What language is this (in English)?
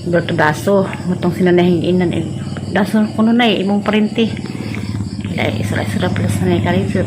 Cebuano